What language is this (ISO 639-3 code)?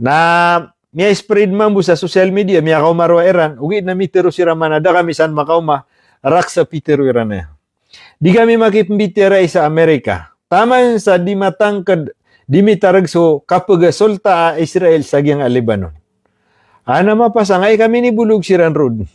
mrw